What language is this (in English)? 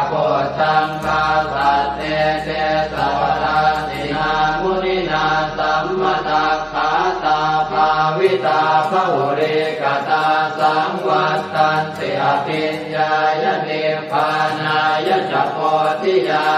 Pali